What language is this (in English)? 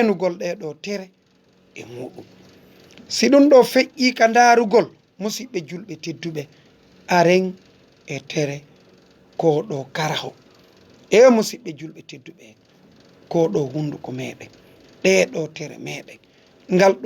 Fula